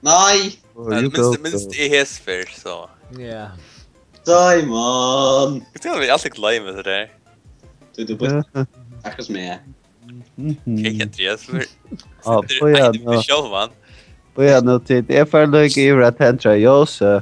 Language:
Faroese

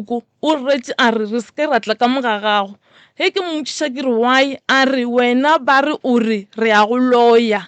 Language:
Northern Sotho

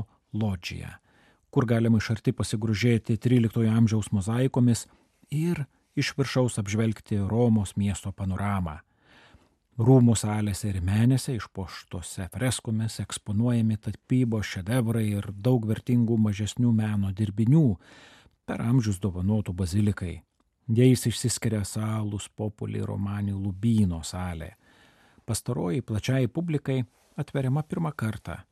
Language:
Lithuanian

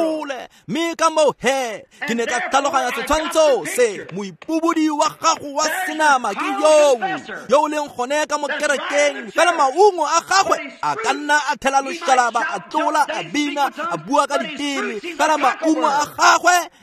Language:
Tswana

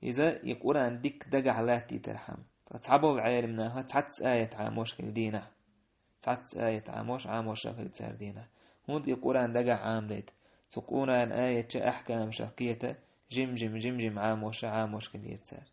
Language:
Chechen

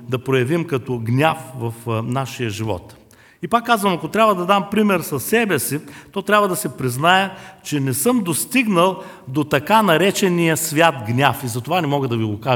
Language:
Bulgarian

